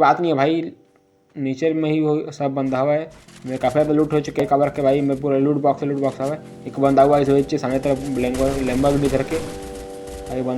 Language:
Chhattisgarhi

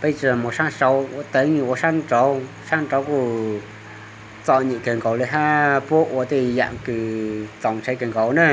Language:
Hmong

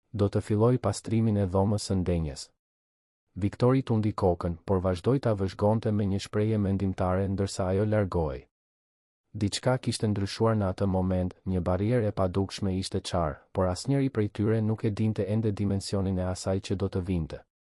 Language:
Albanian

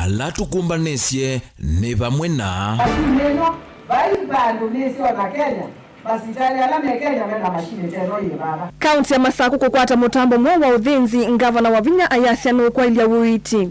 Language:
Kamba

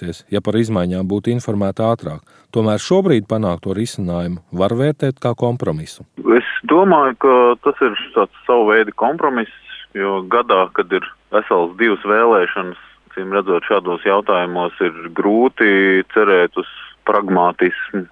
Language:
Latvian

